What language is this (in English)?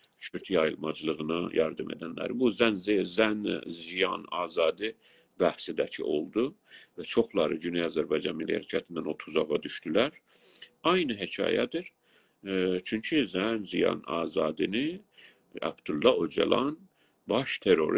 South Azerbaijani